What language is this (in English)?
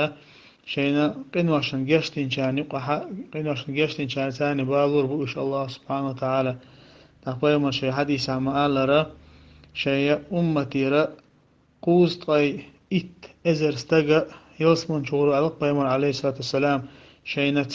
Chechen